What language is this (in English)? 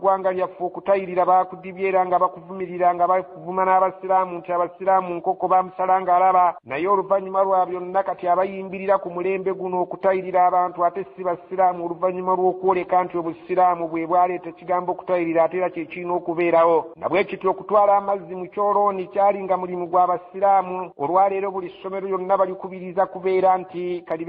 Ganda